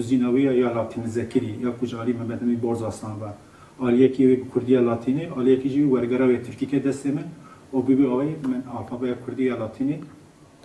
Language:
Kurdish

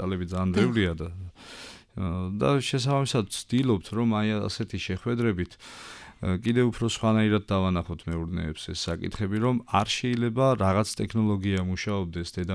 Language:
Georgian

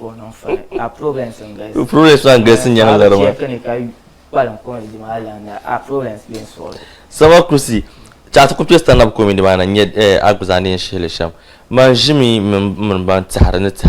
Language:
Dagbani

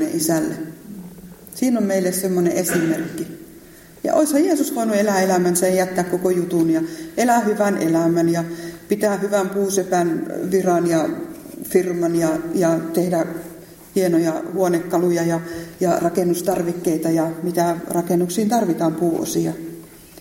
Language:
Finnish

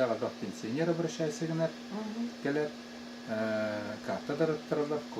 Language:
Yakut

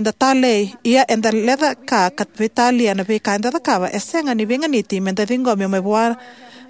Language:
Fijian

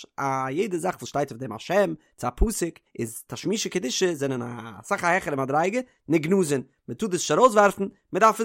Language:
Yiddish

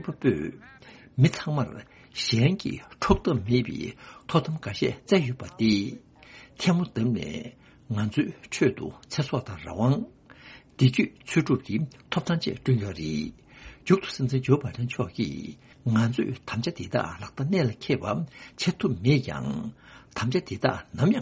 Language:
Tibetan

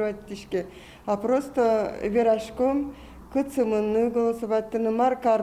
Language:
Udmurt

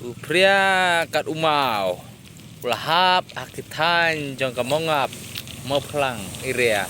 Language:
Khasi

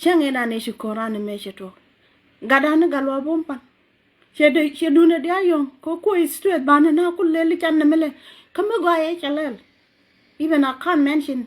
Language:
Nuer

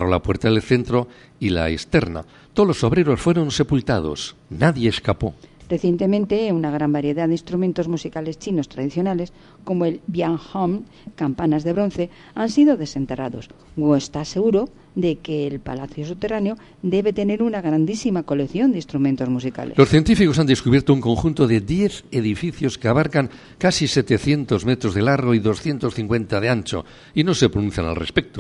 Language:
Spanish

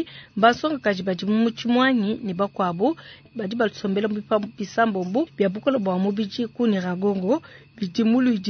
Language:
Luba-Lulua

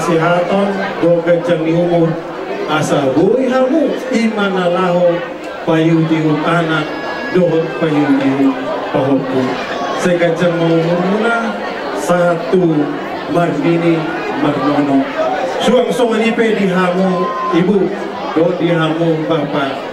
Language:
Batak Toba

